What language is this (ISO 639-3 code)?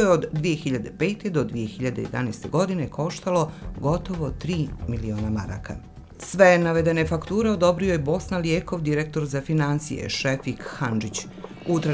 bos